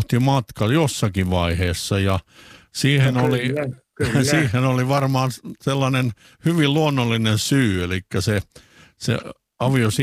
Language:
Finnish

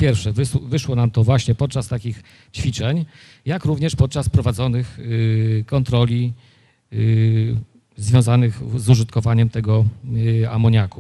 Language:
Polish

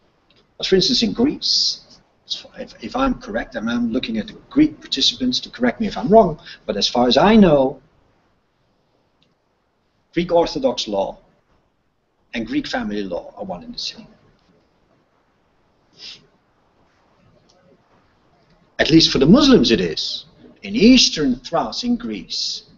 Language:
English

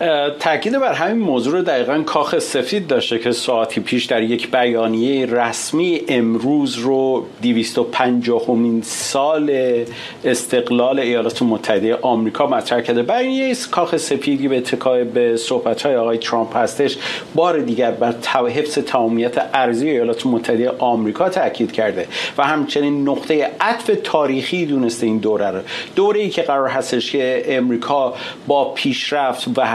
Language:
Persian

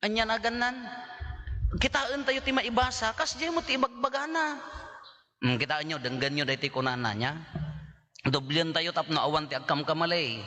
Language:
Iloko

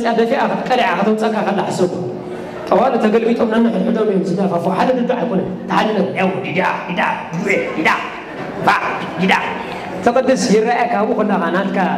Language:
Tigrinya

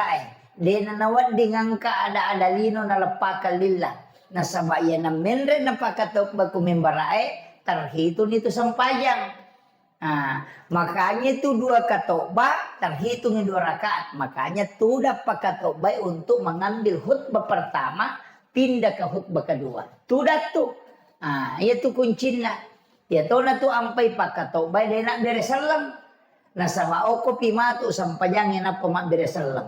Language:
Buginese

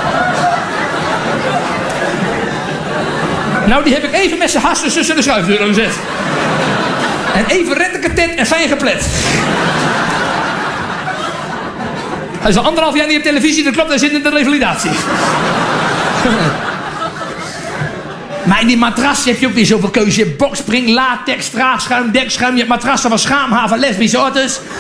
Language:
Dutch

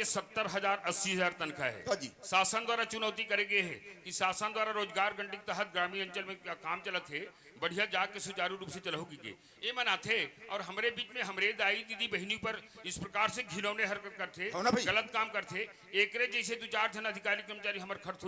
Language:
Chhattisgarhi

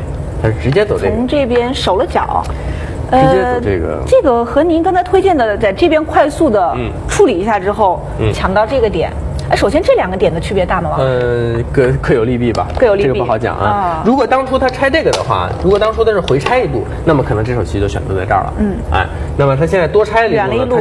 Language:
Chinese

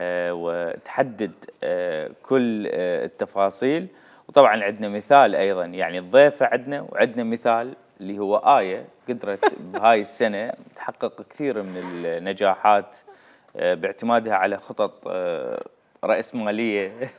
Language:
Mesopotamian Arabic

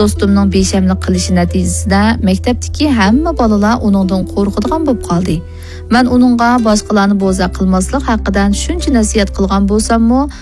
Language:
Uyghur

